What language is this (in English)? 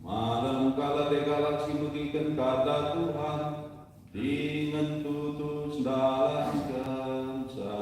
Batak Karo